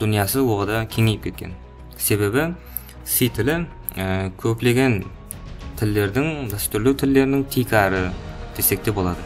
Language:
Kara-Kalpak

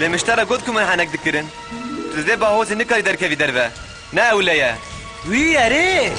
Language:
Kurdish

